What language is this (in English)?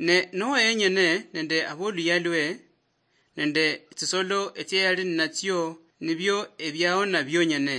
Luyia